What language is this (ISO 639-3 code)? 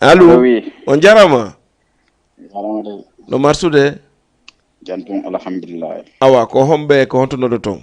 ful